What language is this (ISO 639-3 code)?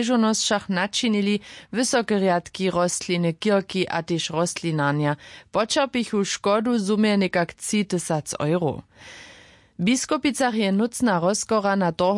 hsb